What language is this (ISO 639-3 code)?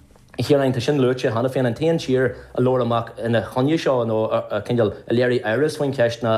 gle